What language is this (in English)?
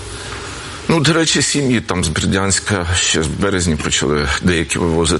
Ukrainian